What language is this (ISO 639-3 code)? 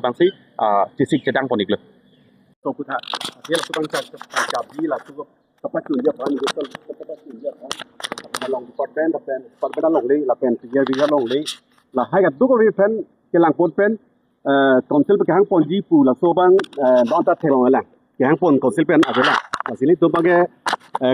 mjw